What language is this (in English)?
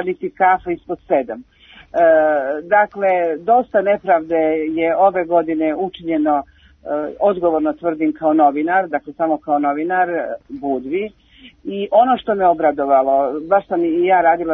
Serbian